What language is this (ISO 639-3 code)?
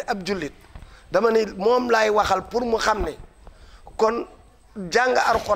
wol